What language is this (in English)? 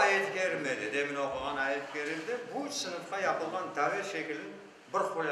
Crimean Tatar